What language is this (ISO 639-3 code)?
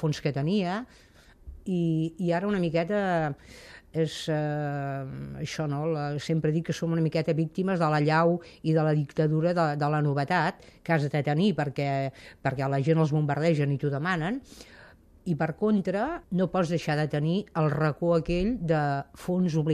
cat